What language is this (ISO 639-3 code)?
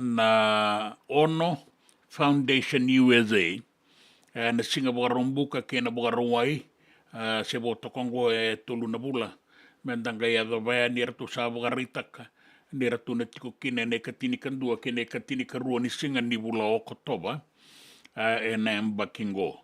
fij